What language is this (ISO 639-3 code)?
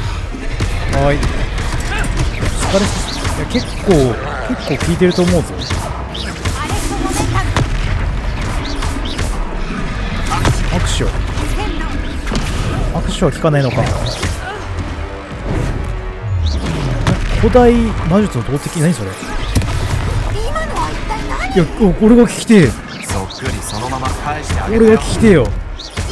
jpn